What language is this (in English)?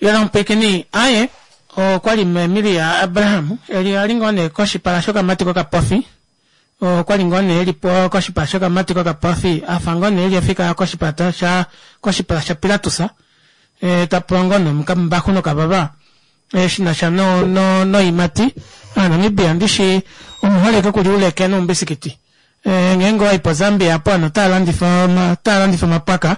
Kuanyama